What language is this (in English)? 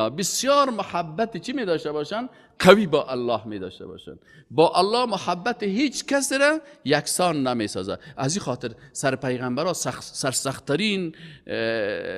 Persian